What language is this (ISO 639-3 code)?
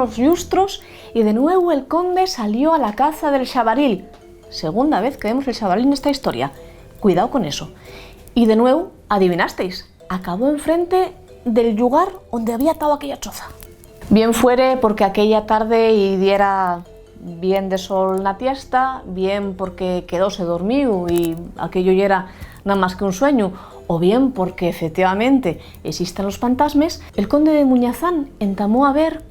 ast